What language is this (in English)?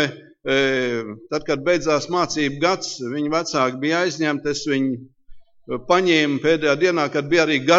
Latvian